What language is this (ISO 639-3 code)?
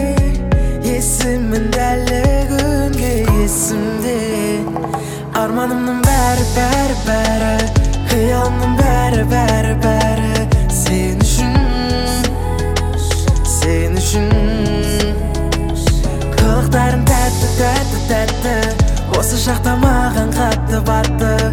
kaz